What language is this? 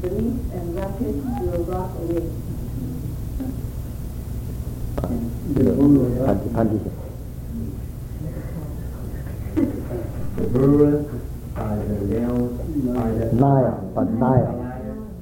Chinese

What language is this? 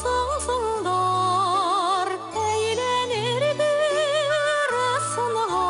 Bashkir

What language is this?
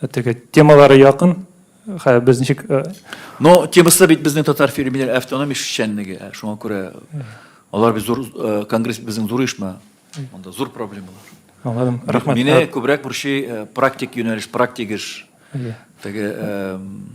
Tatar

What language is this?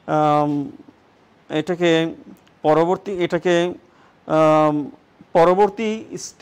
Bangla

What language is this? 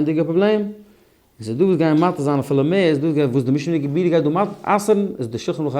Yiddish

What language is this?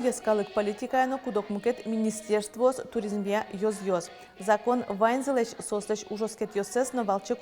Udmurt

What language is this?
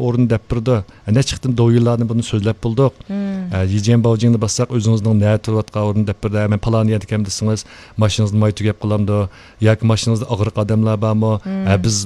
Uyghur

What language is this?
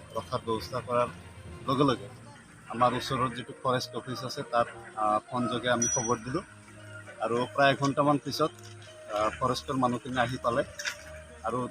Assamese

